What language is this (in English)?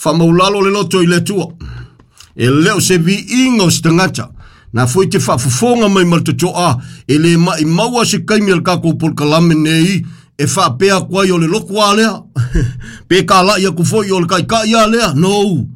Samoan